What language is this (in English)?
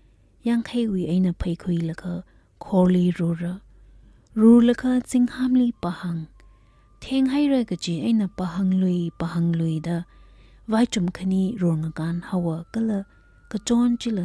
Tangkhul Naga (India)